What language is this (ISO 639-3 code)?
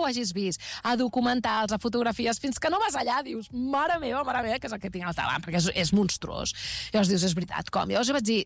cat